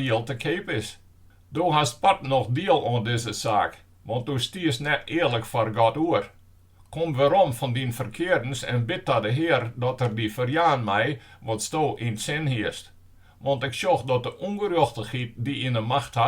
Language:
Western Frisian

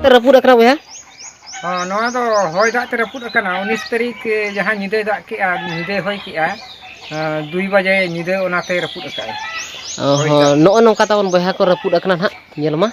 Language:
Santali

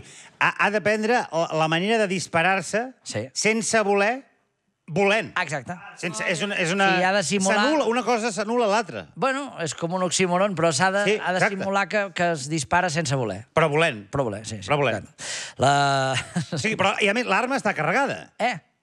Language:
Catalan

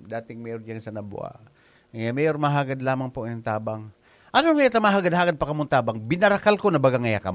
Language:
Bikol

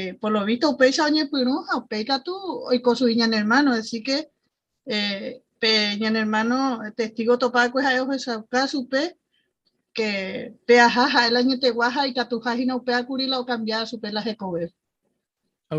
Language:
Guarani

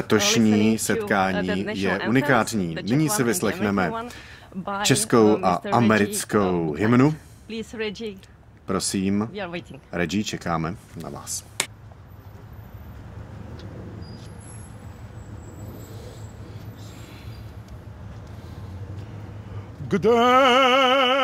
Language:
Czech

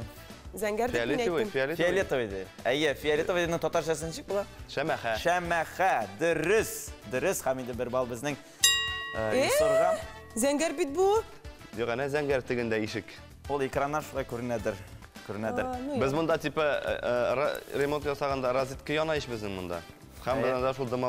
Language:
Tatar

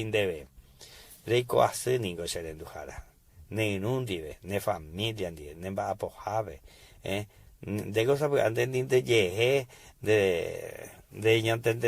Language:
Guarani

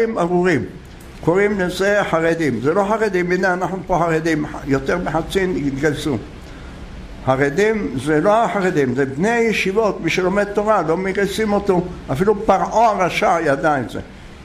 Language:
Hebrew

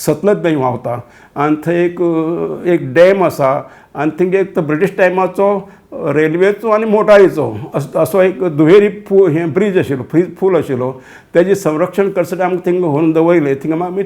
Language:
Konkani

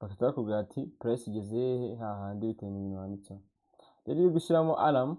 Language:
Kinyarwanda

